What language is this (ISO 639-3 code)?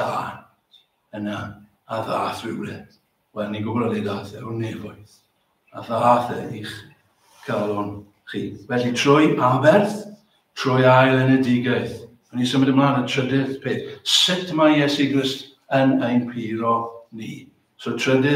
cym